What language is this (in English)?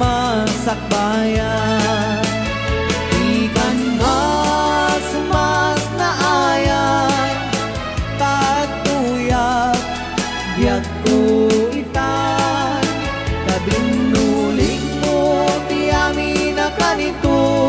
Iloko